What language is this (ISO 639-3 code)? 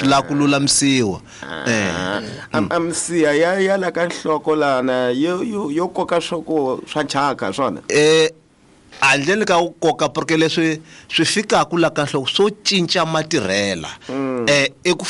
tso